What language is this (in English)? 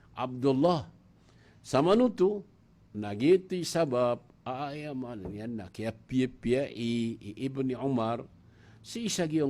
Maranao